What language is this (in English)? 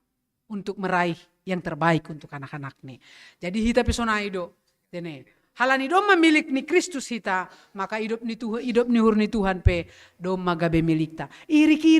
Batak Simalungun